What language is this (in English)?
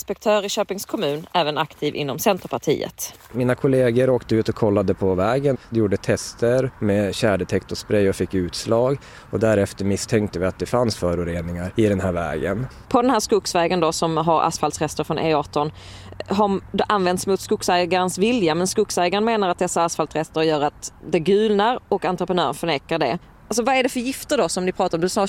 Swedish